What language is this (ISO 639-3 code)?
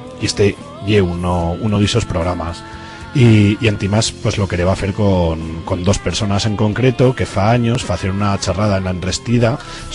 arg